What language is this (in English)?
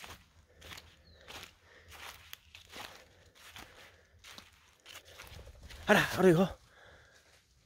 Basque